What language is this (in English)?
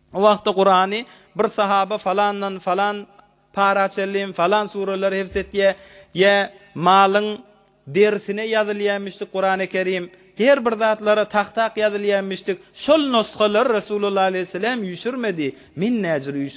Turkmen